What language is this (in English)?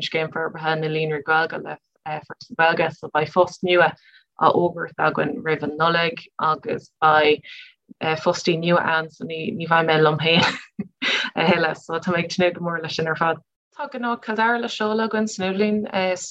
Irish